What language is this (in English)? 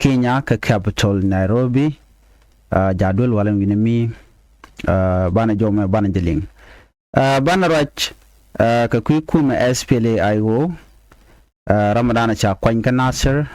Nuer